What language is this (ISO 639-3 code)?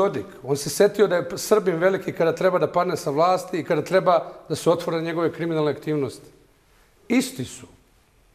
bos